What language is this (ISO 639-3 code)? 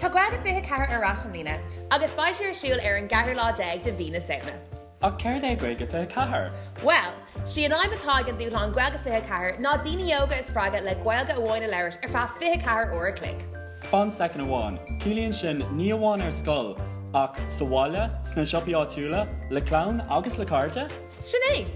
gle